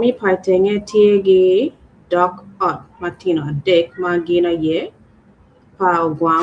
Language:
Acoli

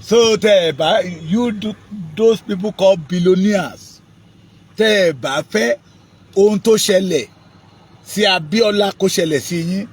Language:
Yoruba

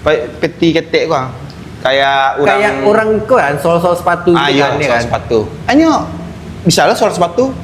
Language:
Minangkabau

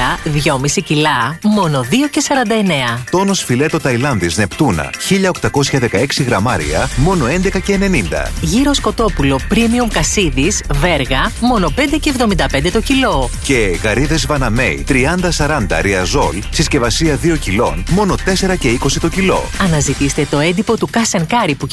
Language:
Greek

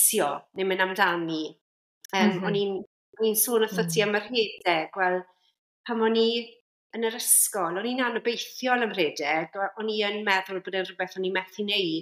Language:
Welsh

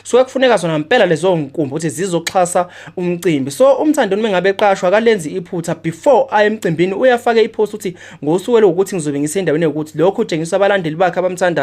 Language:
Zulu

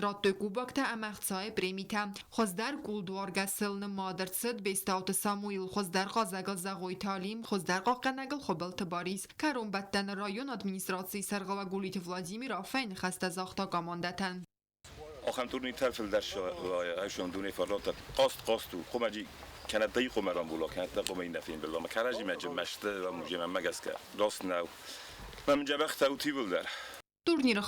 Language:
Ossetic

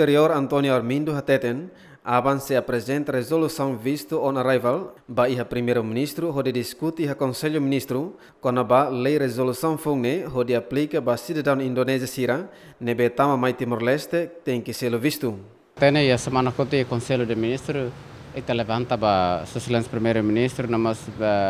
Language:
Tetum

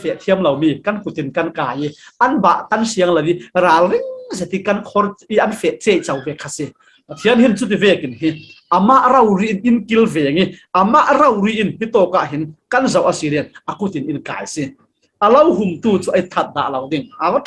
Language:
Falam Chin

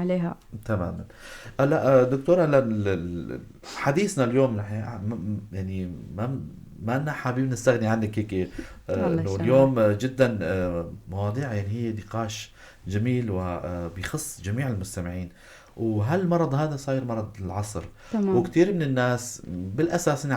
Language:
North Levantine Arabic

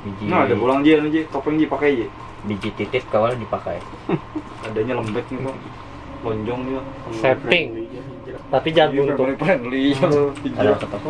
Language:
Banjar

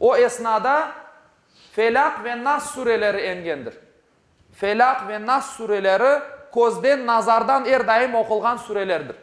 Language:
Crimean Tatar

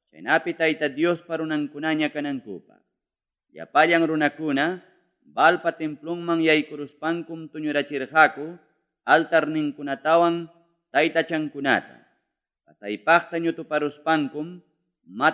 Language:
Ayacucho Quechua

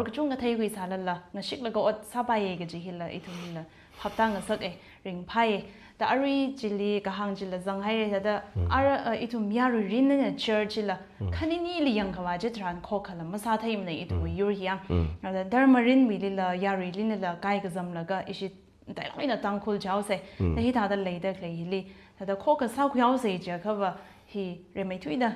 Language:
Tangkhul Naga (India)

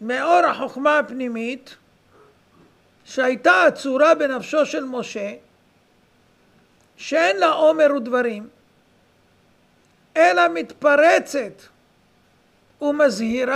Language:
Hebrew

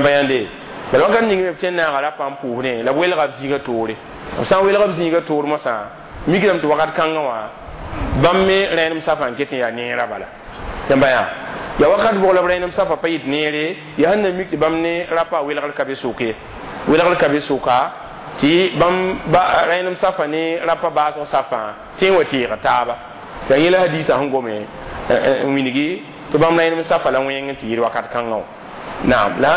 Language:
Mossi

